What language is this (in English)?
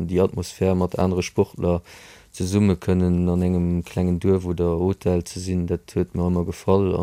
Luxembourgish